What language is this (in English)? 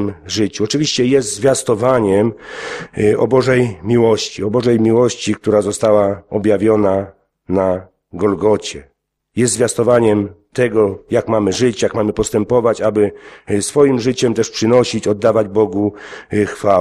Polish